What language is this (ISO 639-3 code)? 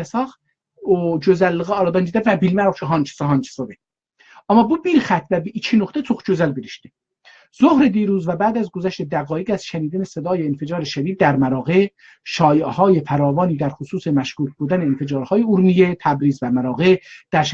azb